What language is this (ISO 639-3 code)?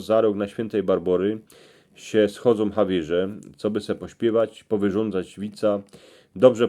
szl